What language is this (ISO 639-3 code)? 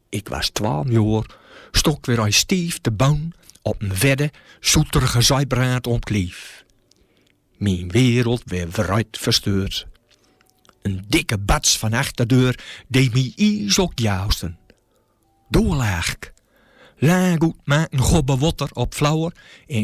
gos